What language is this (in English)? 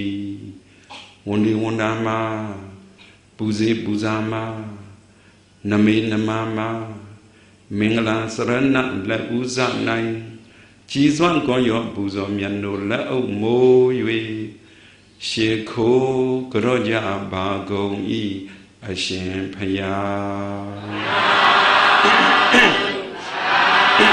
Burmese